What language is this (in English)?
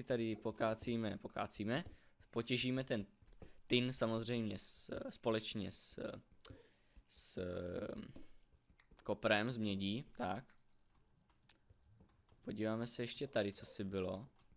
Czech